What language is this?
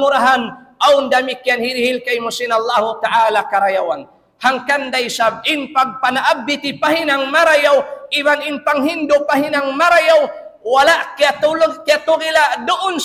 Tausug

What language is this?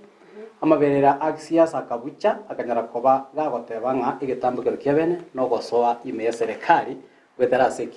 Gusii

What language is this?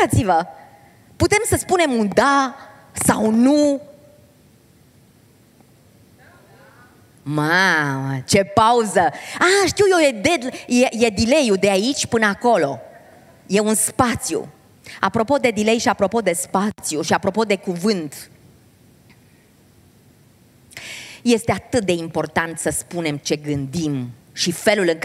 Romanian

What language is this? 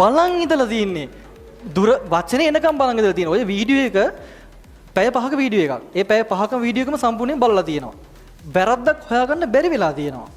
Sinhala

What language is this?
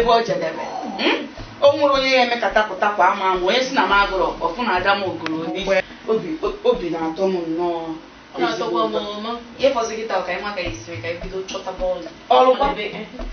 Igbo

